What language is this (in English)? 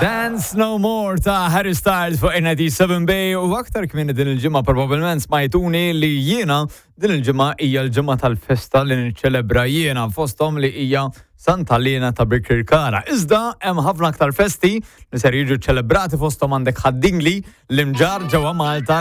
Maltese